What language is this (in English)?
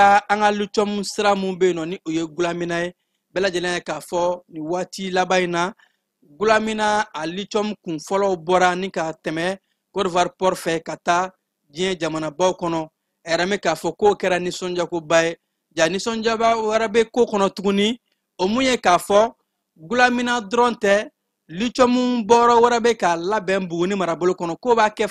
Bambara